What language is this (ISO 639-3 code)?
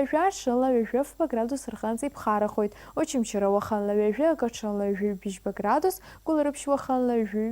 abk